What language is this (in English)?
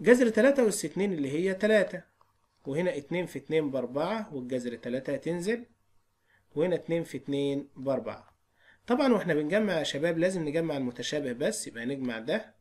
Egyptian Arabic